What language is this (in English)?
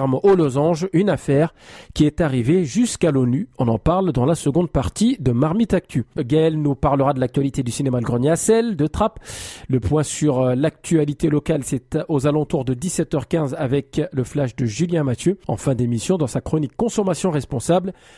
French